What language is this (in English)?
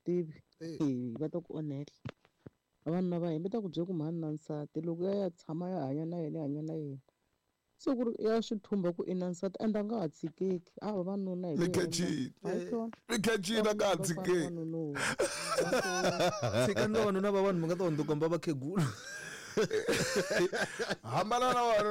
Tsonga